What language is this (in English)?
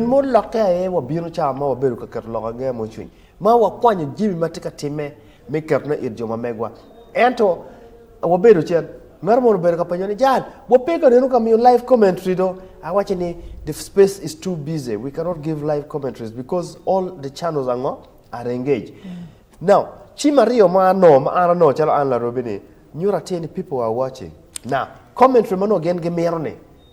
Acoli